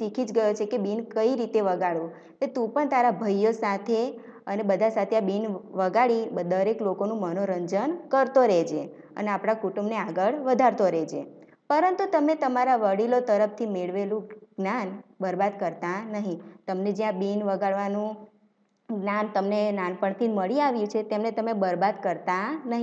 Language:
Gujarati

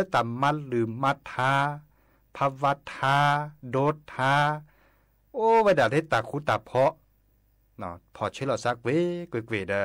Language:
S'gaw Karen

